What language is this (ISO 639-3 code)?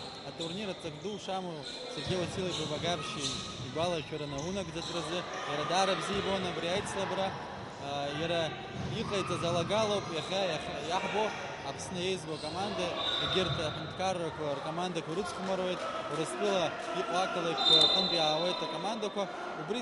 abk